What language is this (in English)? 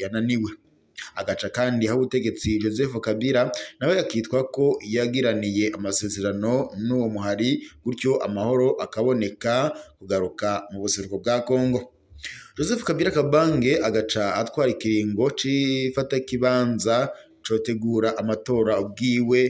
Rundi